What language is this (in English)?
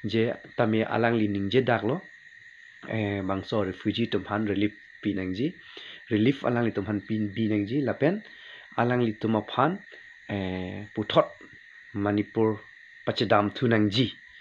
Karbi